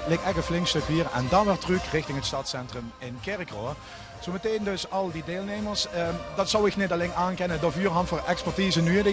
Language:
Limburgish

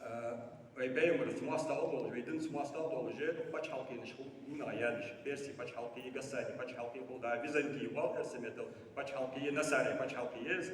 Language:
Ingush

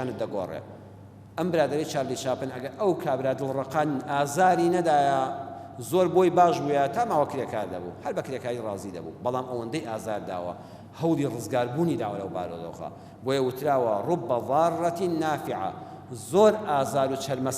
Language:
Central Kurdish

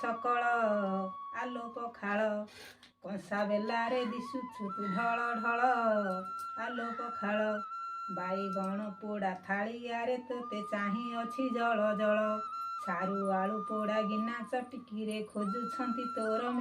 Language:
Odia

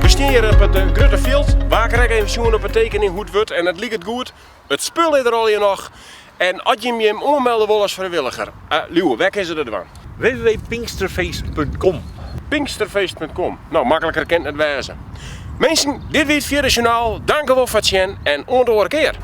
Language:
Western Frisian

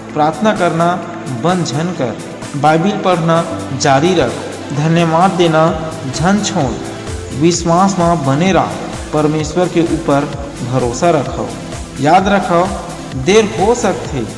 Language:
Chhattisgarhi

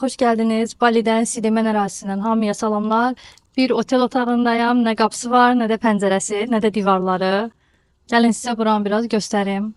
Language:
Azerbaijani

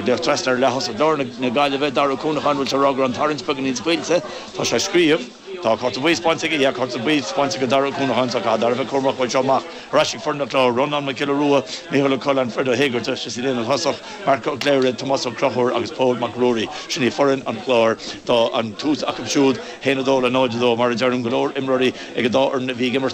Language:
Irish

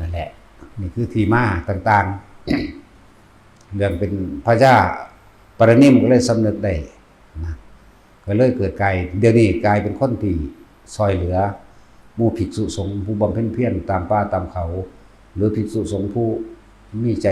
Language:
Northeastern Thai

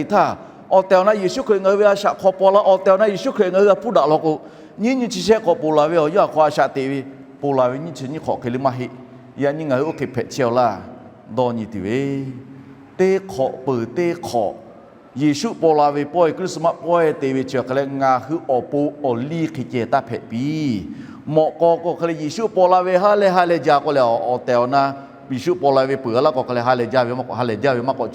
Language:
Lahu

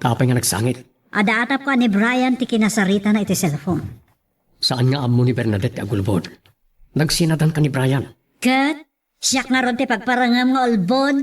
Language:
Iloko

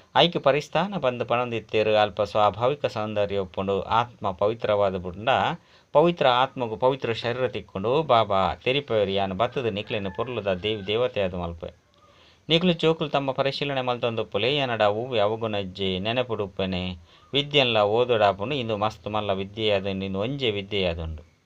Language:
Tulu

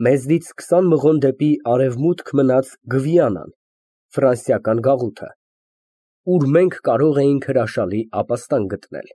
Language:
Armenian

